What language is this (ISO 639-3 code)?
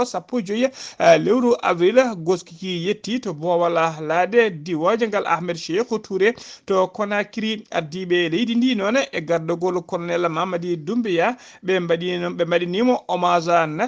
ful